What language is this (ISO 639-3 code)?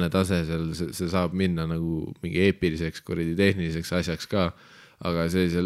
est